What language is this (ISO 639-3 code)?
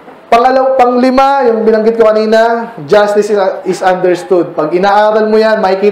fil